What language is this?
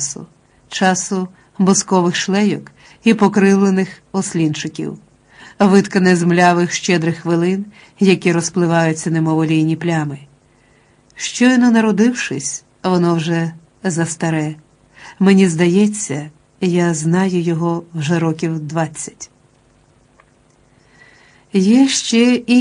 Ukrainian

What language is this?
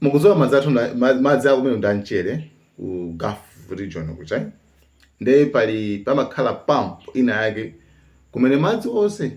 Nyanja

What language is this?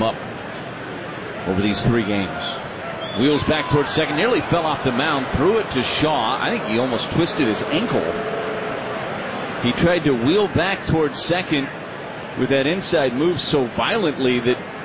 English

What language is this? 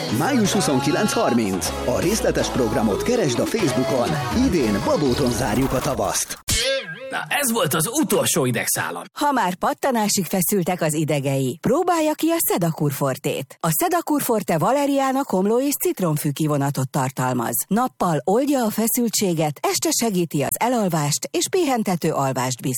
Hungarian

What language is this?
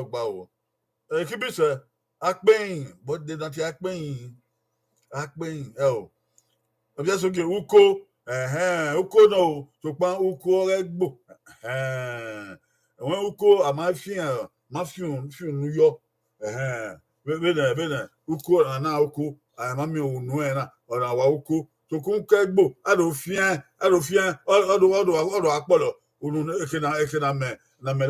Bini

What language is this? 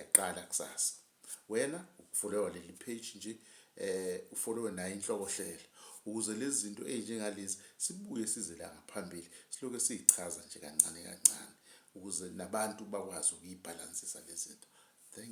Zulu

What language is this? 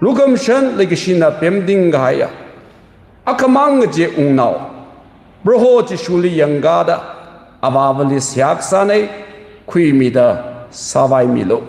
Tangkhul Naga (India)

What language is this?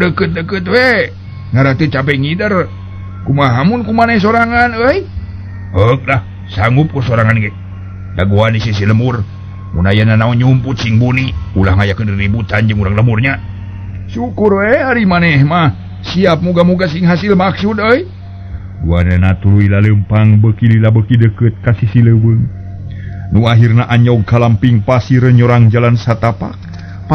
Sundanese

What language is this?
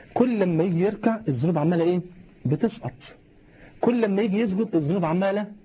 Egyptian Arabic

